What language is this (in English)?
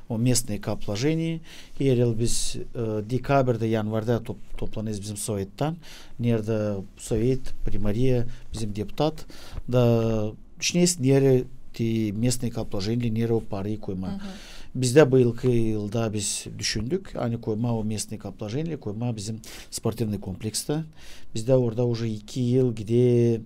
Gagauz